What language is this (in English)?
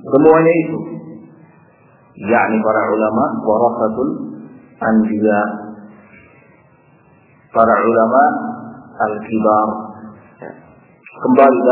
Indonesian